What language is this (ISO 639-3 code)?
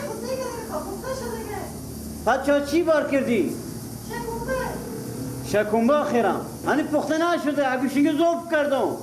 fas